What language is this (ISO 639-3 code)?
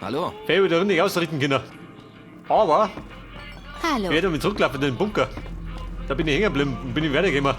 bar